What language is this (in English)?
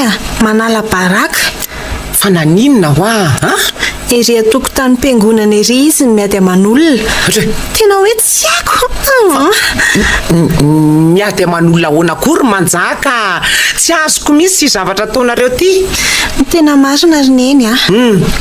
Malagasy